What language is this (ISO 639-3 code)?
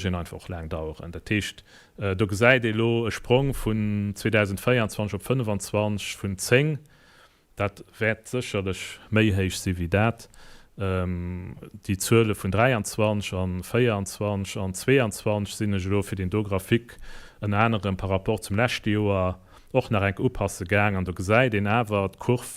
ltz